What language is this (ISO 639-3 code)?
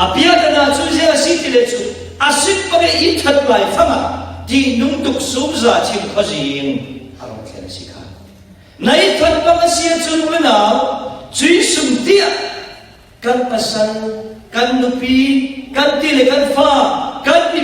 cfm